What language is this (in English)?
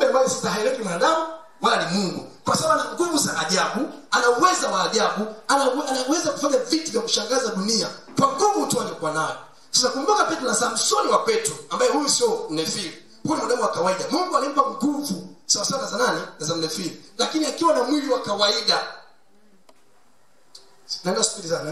Swahili